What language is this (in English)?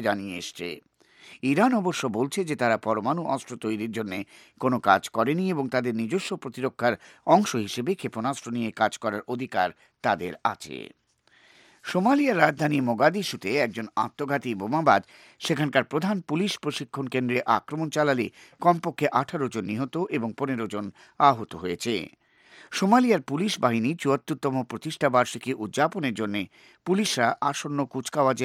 Bangla